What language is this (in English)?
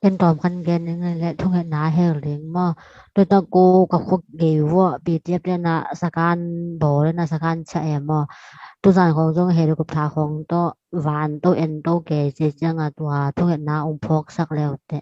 Tedim Chin